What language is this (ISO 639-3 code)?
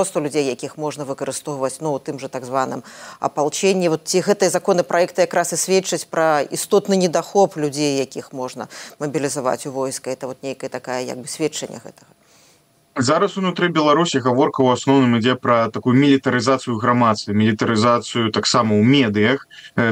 bel